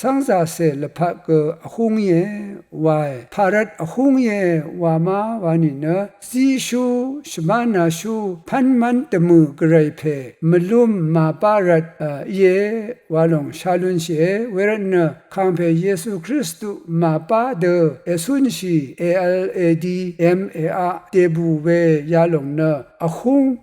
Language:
Rawang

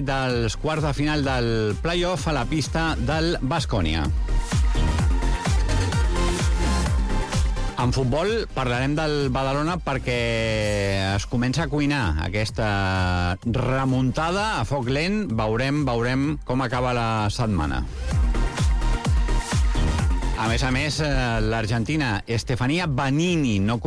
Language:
Catalan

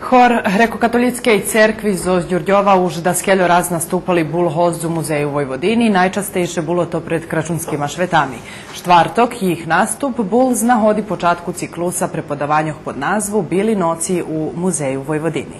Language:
Rusyn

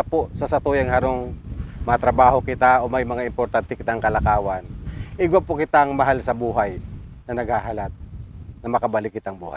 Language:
Bikol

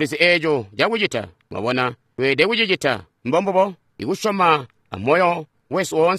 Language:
Tonga (Zambia)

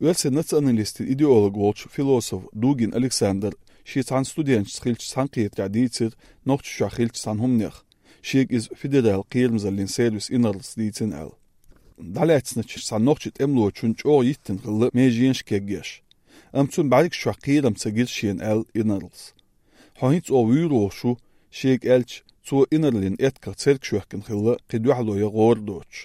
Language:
Chechen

